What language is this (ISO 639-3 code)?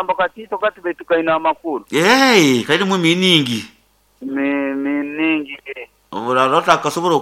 nyn